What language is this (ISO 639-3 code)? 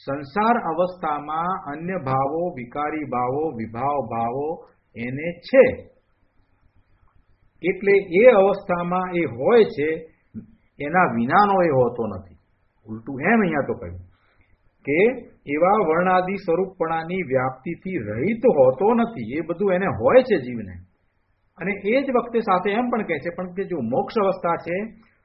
guj